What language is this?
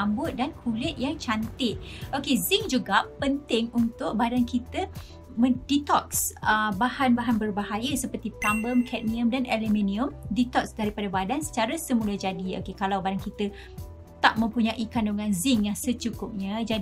Malay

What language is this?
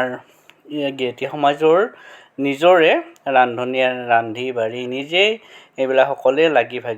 Assamese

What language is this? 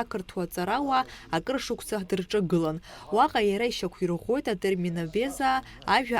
Abkhazian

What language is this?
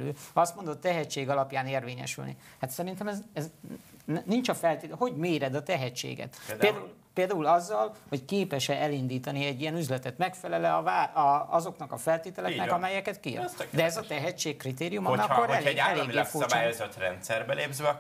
Hungarian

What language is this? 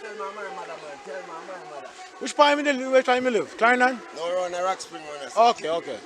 Jamaican Creole English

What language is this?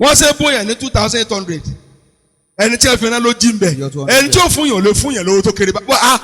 Yoruba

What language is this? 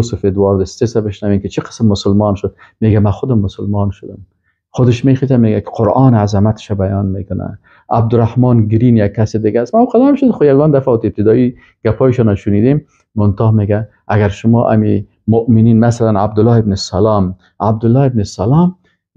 Persian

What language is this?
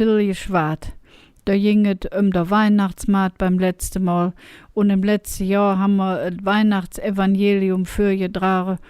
Colognian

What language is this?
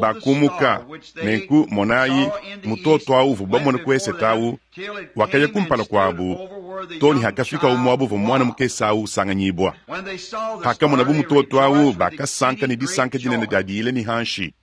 Luba-Lulua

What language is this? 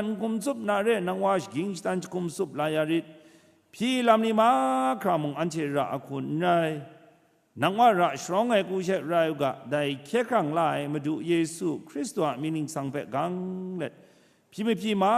Kachin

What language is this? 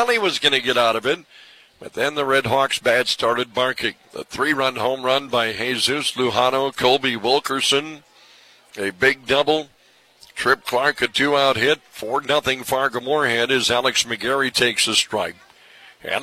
English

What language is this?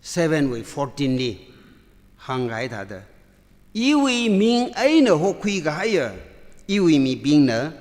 Tangkhul Naga (India)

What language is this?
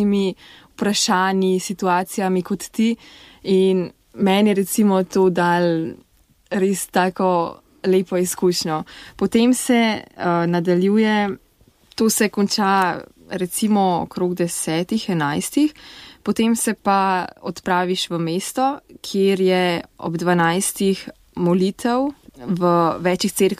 Slovenian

